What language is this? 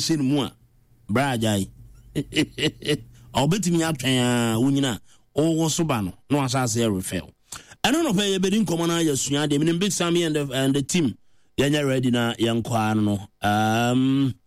Akan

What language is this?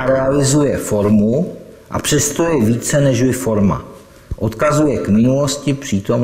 Czech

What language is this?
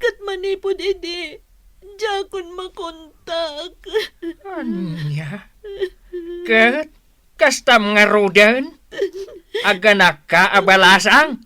Iloko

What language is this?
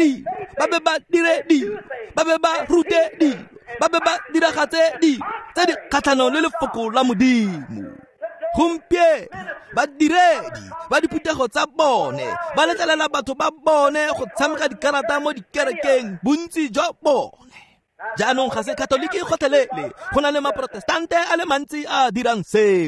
Tswana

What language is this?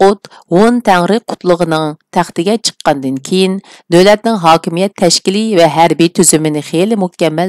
Uyghur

